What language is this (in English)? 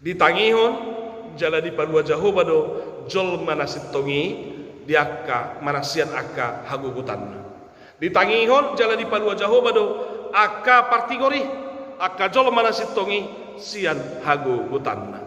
Batak Toba